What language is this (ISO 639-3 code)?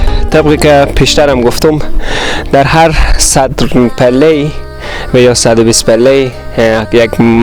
fas